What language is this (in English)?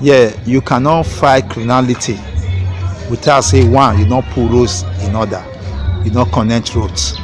Nigerian Pidgin